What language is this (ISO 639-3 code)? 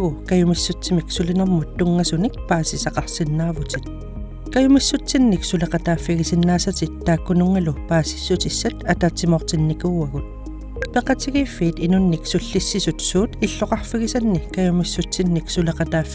kal